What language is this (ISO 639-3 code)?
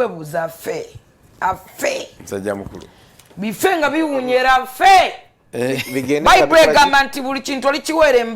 lug